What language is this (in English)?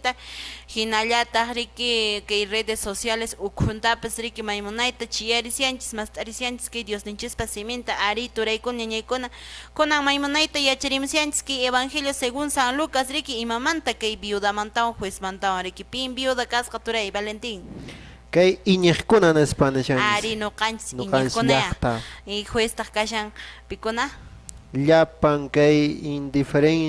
Quechua